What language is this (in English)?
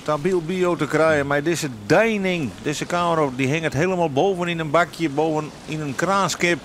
Western Frisian